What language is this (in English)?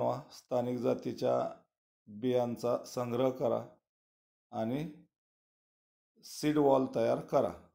Marathi